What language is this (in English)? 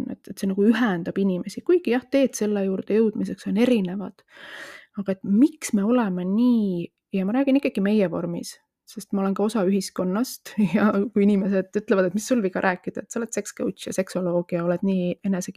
Estonian